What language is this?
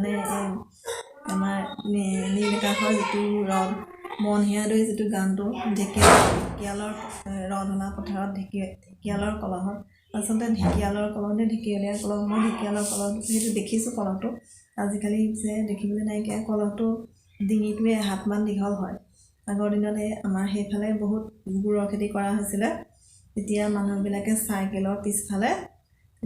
Assamese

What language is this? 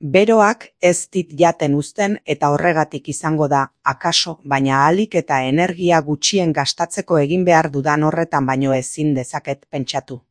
Basque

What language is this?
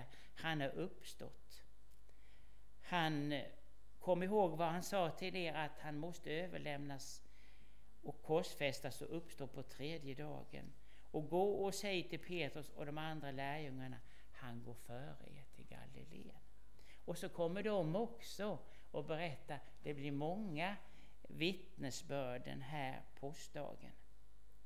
Swedish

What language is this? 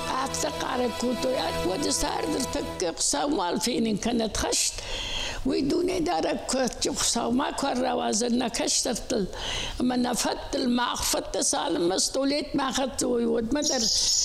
Ossetic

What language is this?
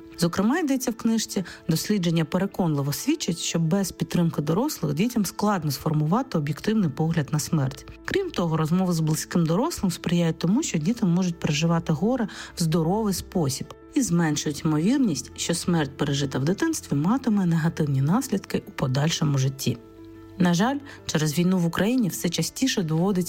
Ukrainian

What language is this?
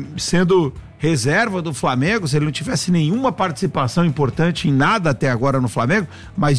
Portuguese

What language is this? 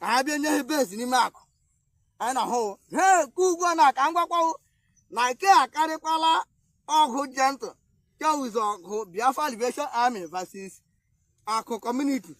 Igbo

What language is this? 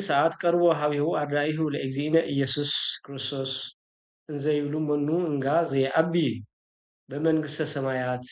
Tigrinya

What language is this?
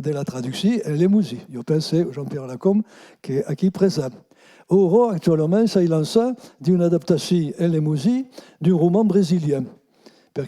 Occitan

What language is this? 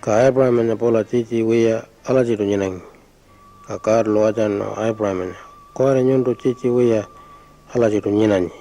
Pitjantjatjara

